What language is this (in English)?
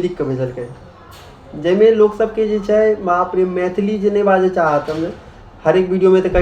Maithili